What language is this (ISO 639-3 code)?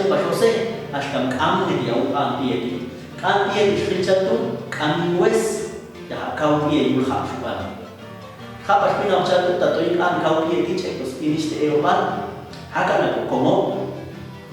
jac